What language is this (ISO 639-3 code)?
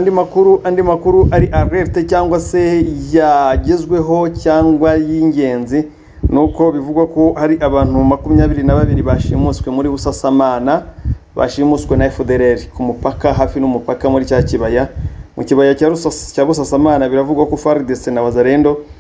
kin